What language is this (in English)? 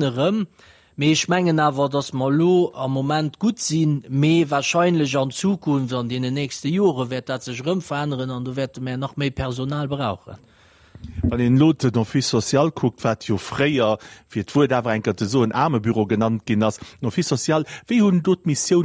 Luxembourgish